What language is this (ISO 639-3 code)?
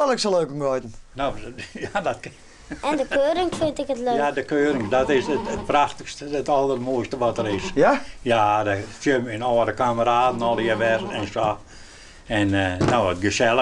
fry